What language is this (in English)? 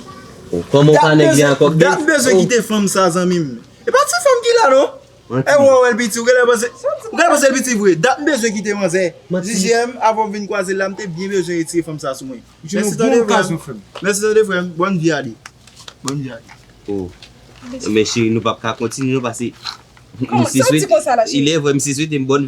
Haitian Creole